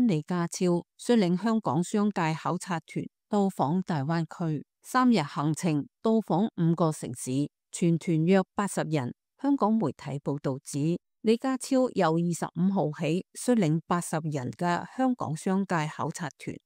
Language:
Cantonese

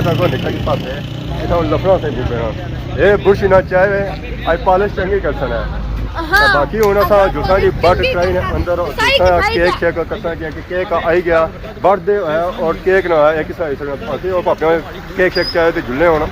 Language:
Pahari-Potwari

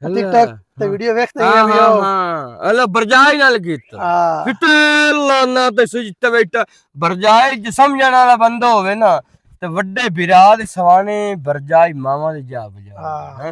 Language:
Western Panjabi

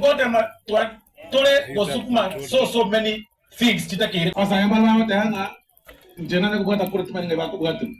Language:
Gusii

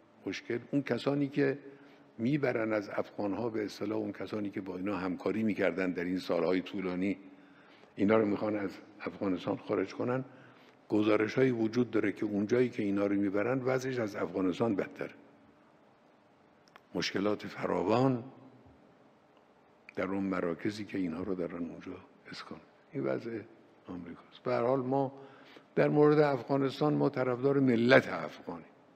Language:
Persian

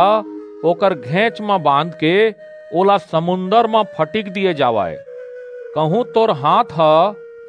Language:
Chhattisgarhi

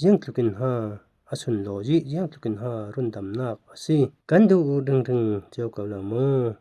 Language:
Falam Chin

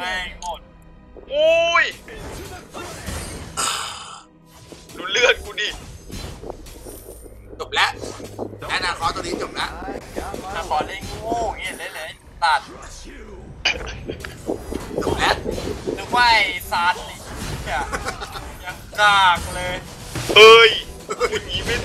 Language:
Thai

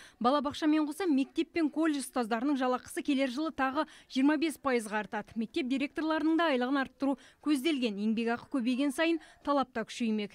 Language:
Kazakh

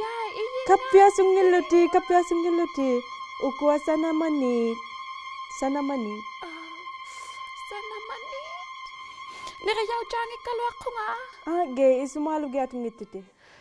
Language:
Inuktitut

